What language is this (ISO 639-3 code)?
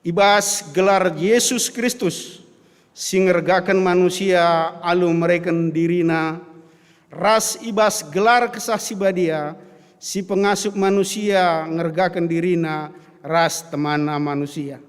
btx